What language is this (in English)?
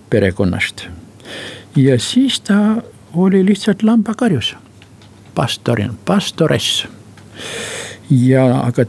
Estonian